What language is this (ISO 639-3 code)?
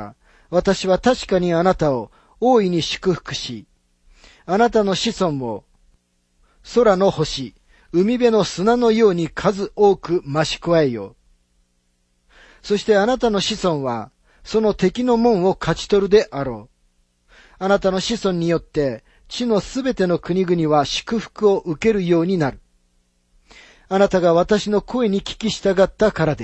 jpn